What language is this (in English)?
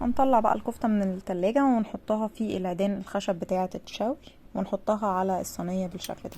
Egyptian Arabic